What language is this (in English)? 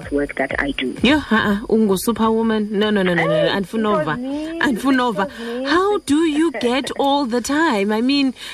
Xhosa